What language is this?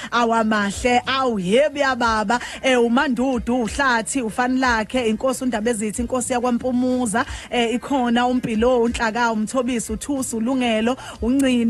Zulu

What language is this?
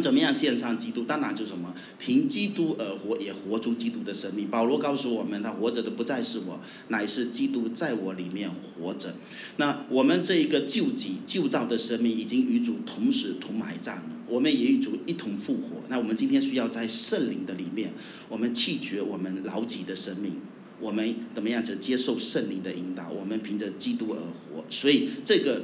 Chinese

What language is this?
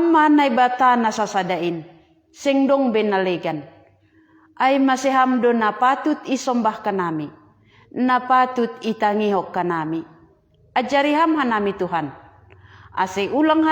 Batak Simalungun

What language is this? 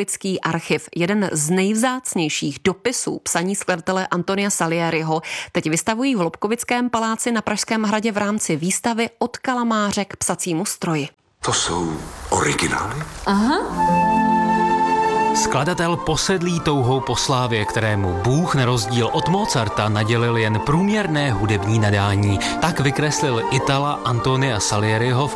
Czech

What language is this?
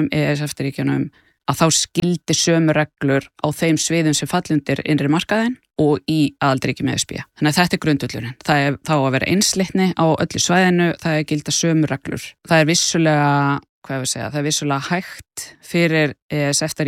Icelandic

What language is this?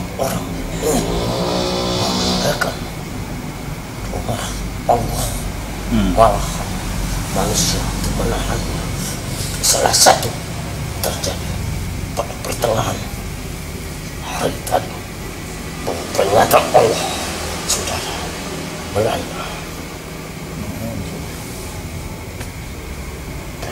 Indonesian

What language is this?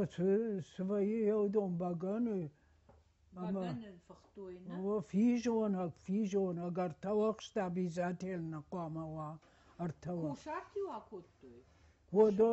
Ossetic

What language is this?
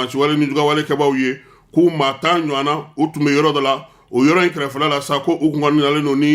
Bambara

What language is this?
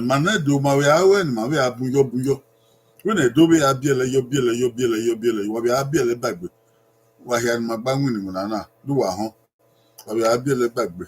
Bini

